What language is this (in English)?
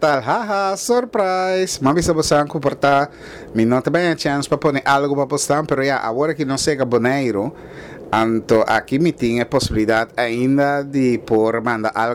Papiamento